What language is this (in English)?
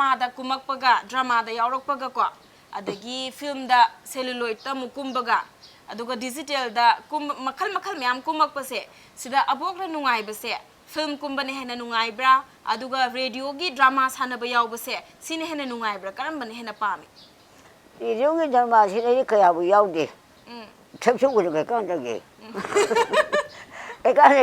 Manipuri